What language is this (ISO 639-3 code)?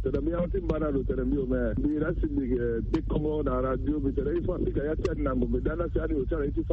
sag